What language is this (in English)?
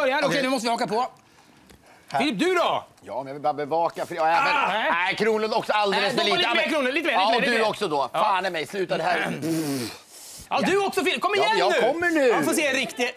Swedish